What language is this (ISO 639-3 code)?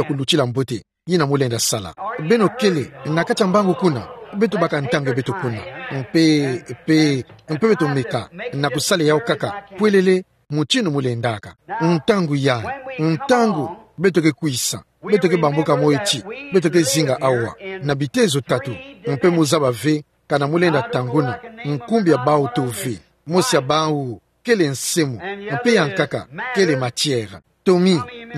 ktu